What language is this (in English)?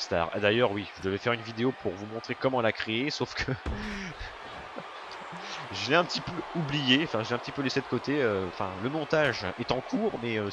French